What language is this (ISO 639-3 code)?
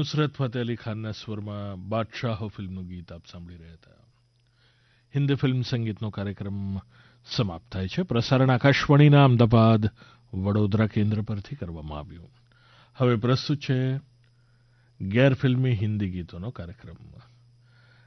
guj